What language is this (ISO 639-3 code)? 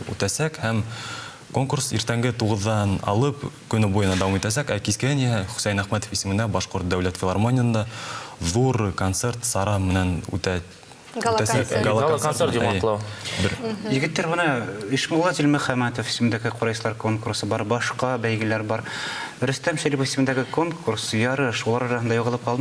bak